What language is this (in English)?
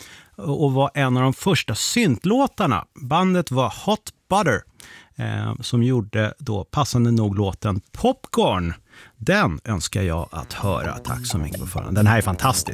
Swedish